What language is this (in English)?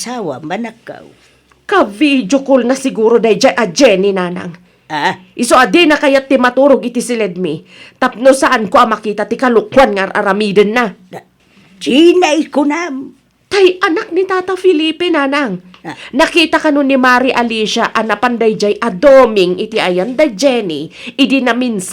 Iloko